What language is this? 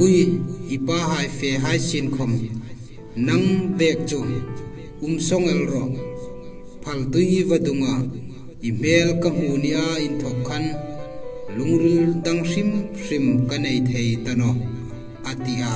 Hmar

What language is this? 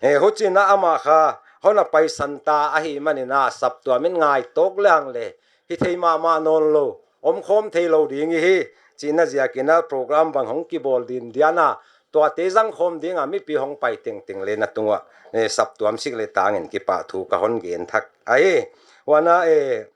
Paite Chin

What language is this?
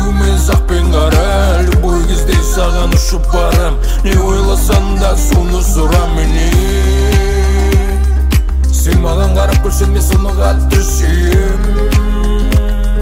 Kazakh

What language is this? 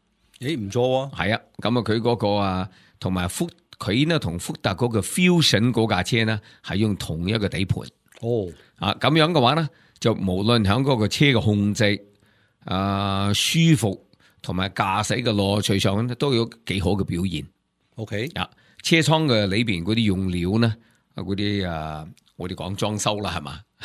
Cantonese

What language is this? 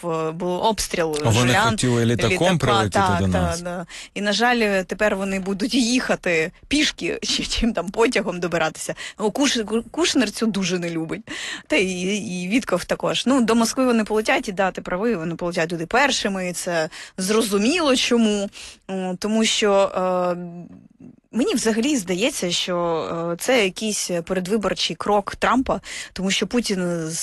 Ukrainian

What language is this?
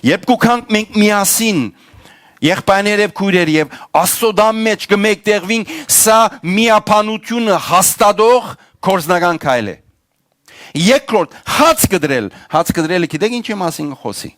Western Armenian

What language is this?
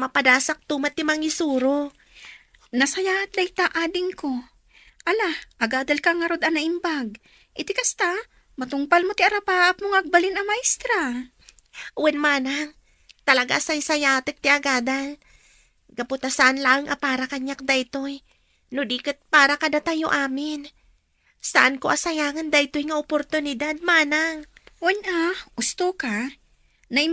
Iloko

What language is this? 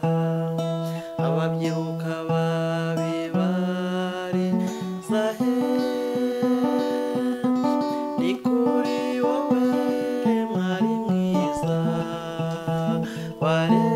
Kinyarwanda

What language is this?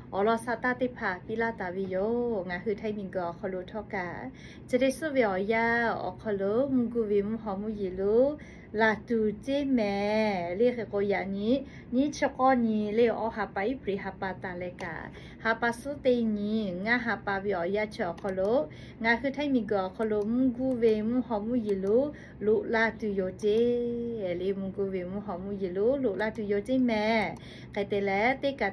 Lahu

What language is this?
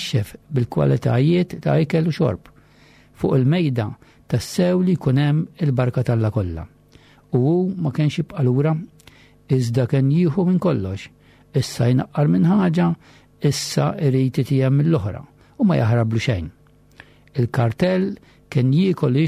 Maltese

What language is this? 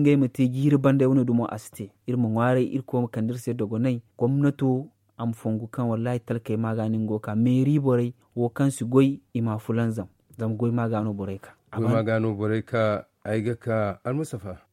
Zarma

